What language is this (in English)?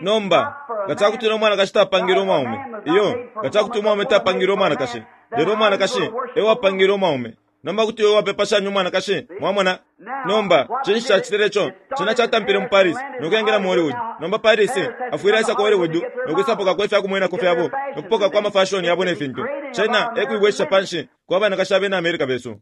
Bemba